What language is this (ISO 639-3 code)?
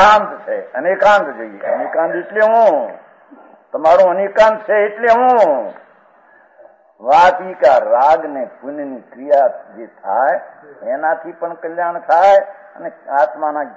guj